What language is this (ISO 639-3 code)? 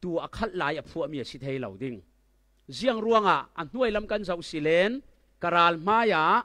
cfm